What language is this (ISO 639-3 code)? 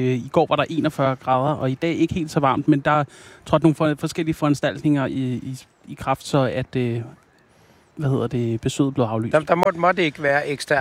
dan